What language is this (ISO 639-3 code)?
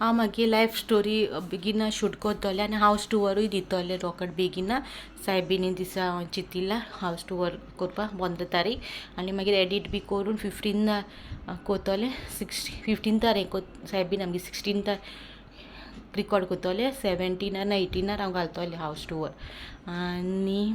kok